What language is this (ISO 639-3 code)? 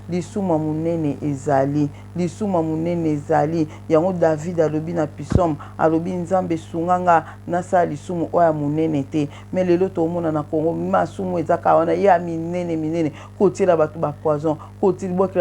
lin